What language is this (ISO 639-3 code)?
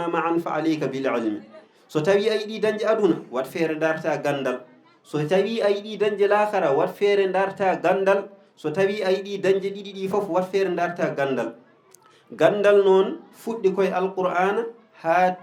ful